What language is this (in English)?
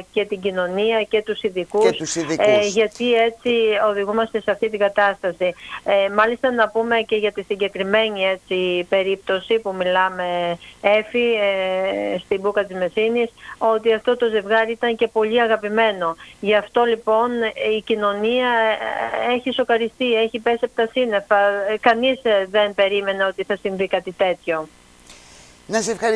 Greek